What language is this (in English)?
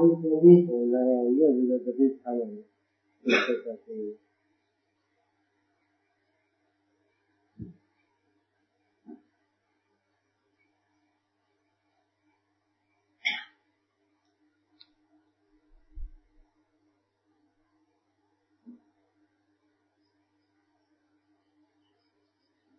Burmese